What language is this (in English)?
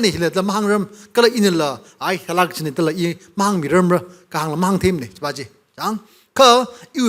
Tangkhul Naga (India)